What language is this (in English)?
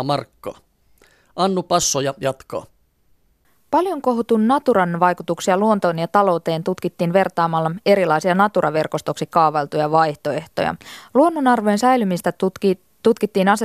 Finnish